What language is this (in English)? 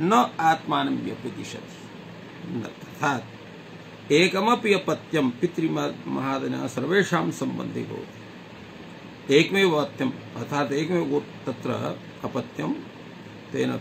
Sanskrit